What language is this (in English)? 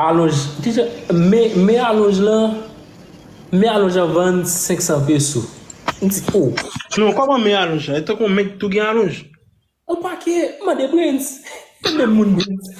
Haitian Creole